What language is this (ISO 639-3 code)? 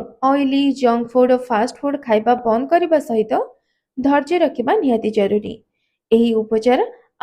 ori